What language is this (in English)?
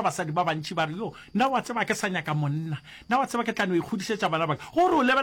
Northern Sotho